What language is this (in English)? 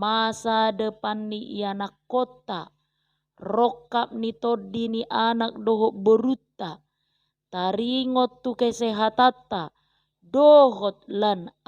Batak Toba